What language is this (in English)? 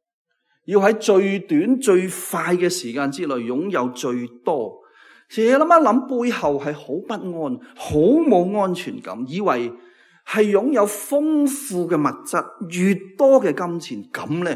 Cantonese